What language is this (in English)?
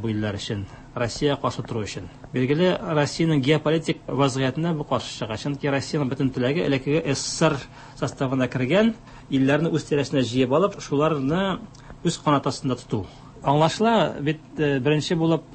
Tatar